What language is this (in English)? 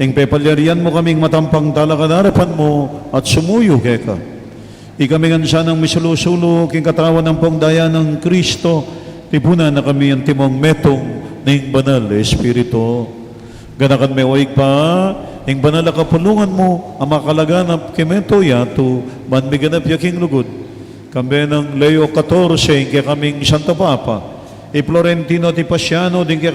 Pampanga